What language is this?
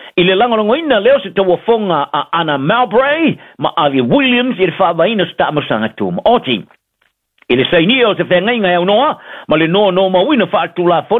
Samoan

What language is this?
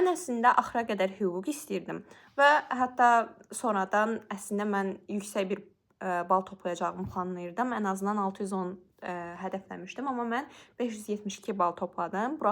Azerbaijani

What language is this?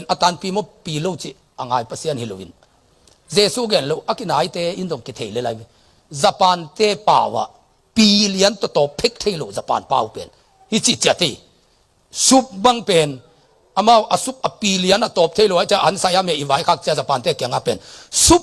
Tedim Chin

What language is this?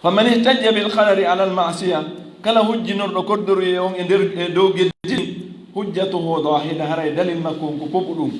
Fula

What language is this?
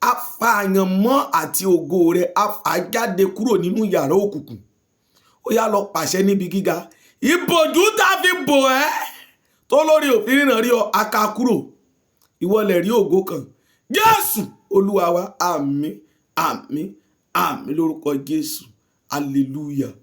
Yoruba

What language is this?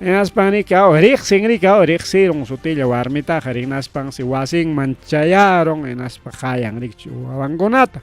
Ayacucho Quechua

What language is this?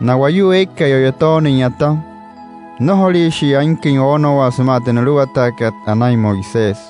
Wayuu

